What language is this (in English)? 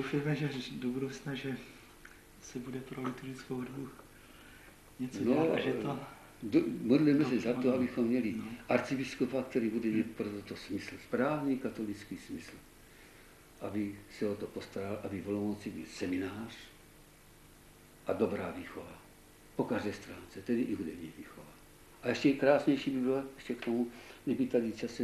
Czech